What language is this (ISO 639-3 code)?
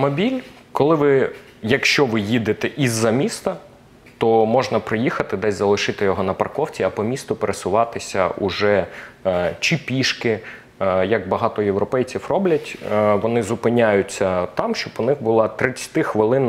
ukr